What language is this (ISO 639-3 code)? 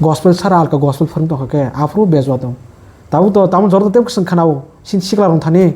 trp